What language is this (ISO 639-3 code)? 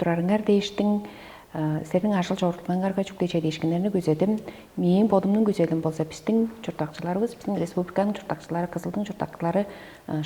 tyv